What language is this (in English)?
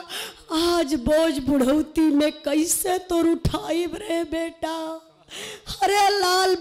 Bhojpuri